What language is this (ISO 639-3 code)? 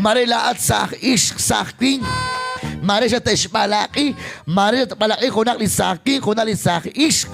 kek